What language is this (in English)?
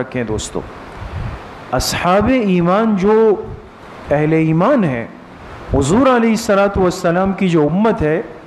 Urdu